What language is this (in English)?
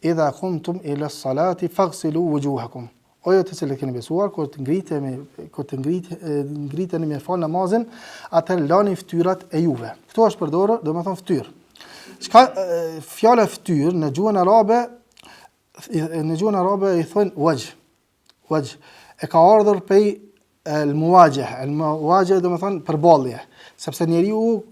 Albanian